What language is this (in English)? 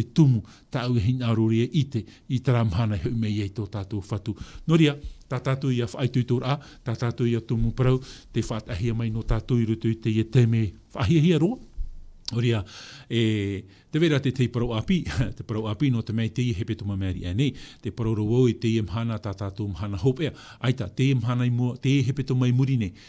Tahitian